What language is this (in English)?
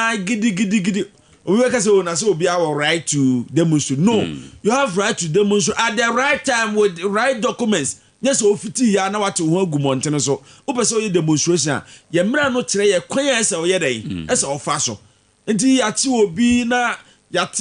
Akan